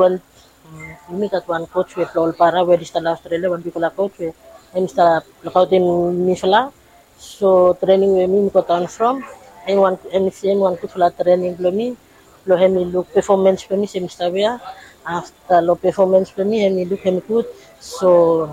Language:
Bislama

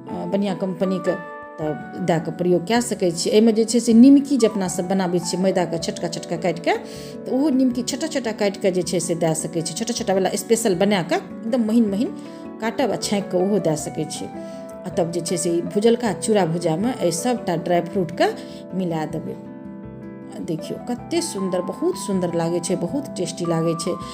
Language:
Maithili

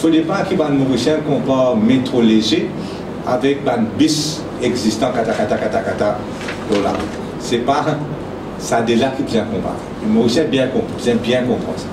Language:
Morisyen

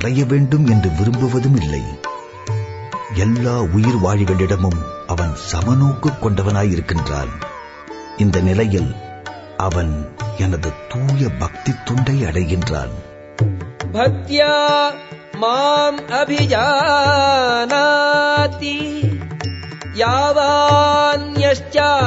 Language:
Tamil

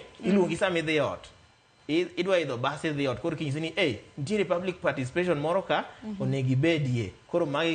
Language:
Luo (Kenya and Tanzania)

